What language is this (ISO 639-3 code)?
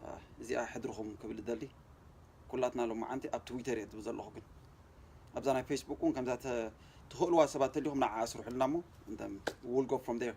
tir